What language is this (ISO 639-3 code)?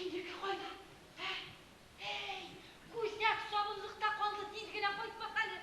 bak